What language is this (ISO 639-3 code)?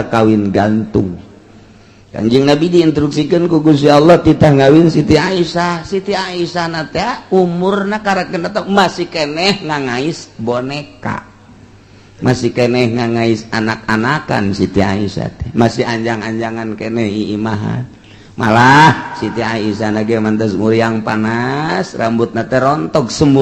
sun